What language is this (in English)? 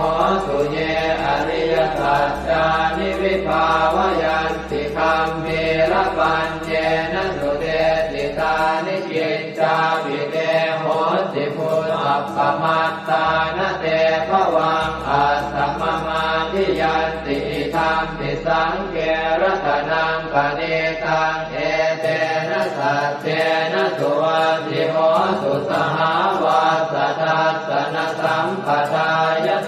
Pali